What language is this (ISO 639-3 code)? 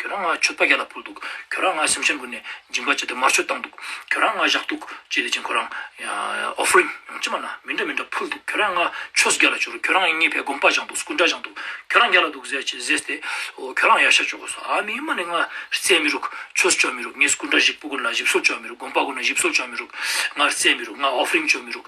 lbj